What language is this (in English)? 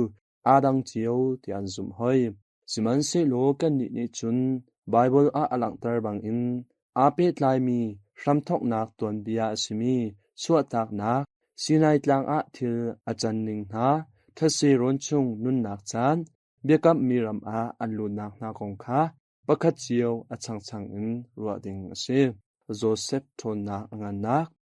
Hakha Chin